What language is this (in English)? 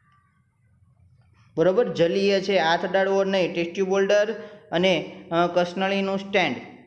Gujarati